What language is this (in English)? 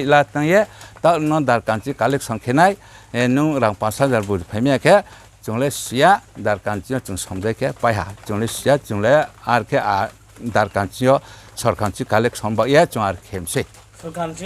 Riang (India)